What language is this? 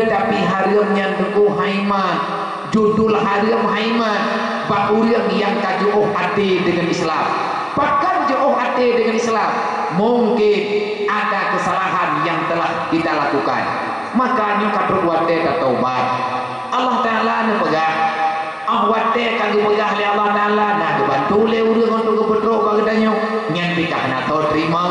Achinese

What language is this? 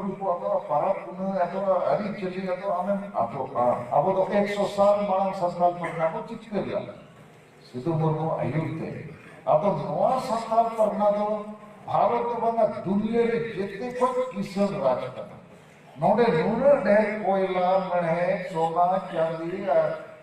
Santali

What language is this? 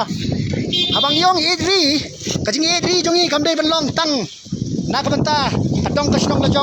Khasi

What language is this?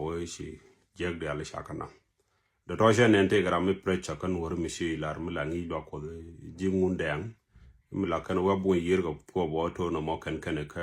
Nuer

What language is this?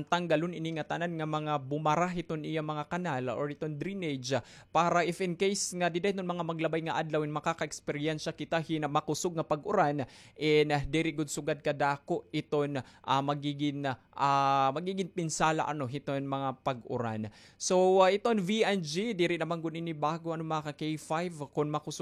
Waray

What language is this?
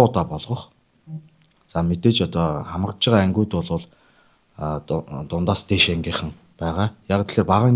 Mongolian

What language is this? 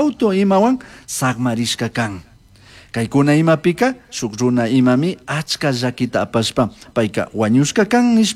Chimborazo Highland Quichua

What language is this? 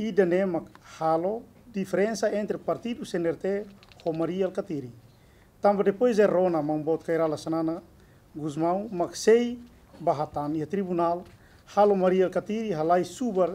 Tetum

